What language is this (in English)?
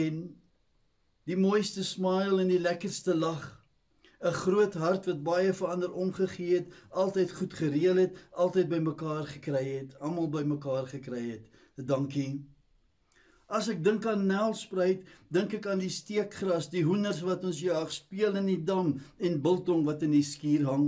Afrikaans